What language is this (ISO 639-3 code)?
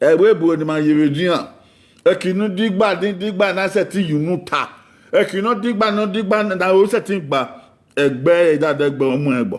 bin